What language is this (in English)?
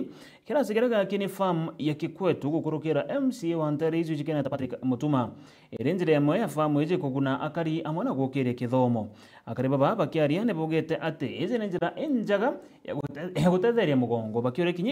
Meru